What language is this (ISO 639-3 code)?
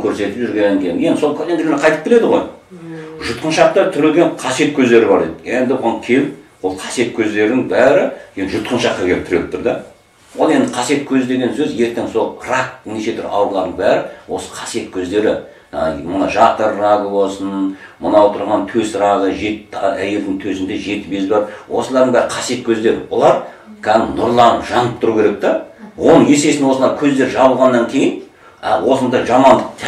kaz